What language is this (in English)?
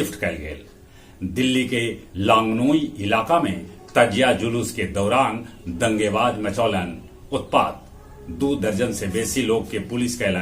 Magahi